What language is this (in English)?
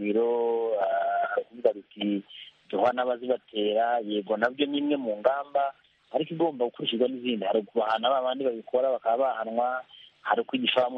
Kinyarwanda